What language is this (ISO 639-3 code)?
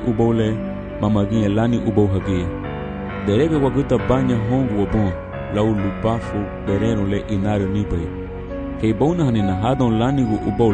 cab